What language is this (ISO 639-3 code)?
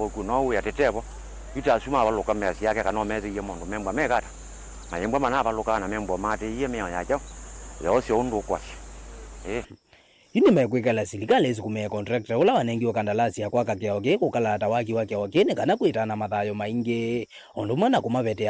kam